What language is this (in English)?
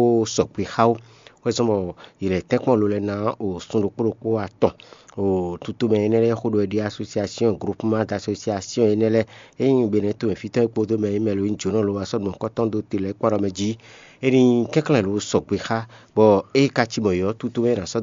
Fon